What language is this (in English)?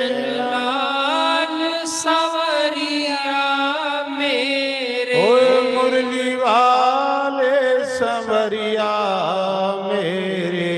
Dogri